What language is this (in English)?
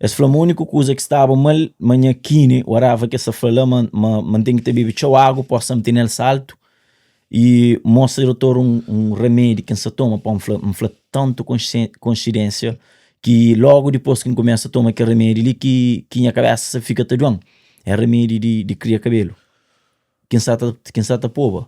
Kabuverdianu